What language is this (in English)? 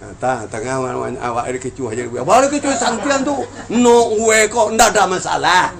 Minangkabau